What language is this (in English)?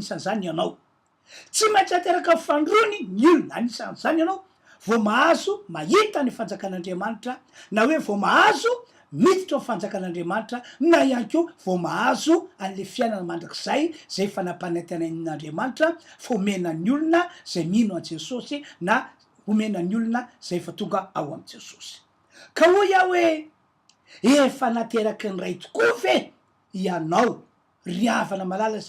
Malagasy